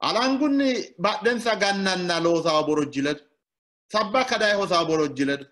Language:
Sidamo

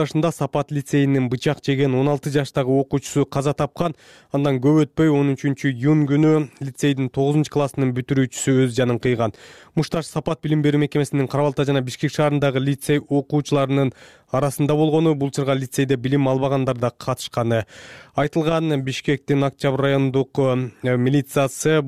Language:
Kyrgyz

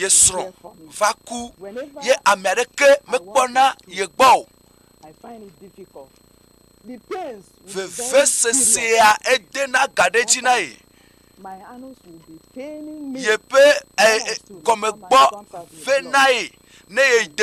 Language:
Ewe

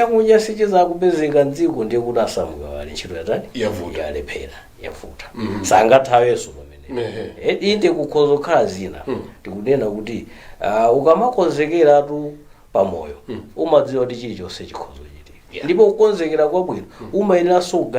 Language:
Nyanja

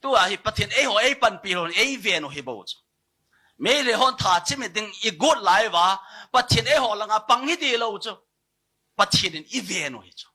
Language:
Thado Chin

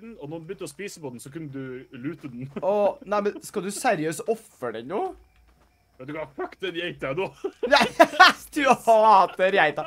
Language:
Norwegian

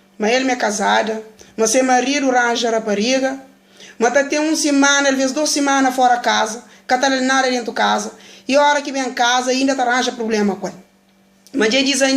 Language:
Kabuverdianu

